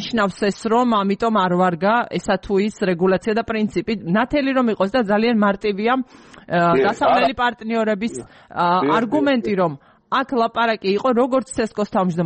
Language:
Georgian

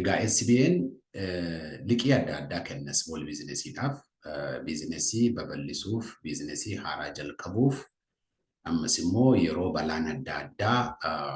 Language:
Oromo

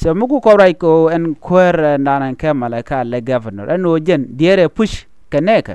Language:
Nuer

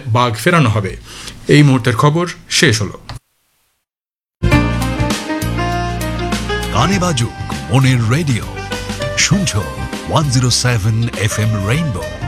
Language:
Bangla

